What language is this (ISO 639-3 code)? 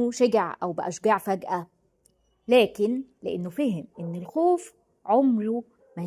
arz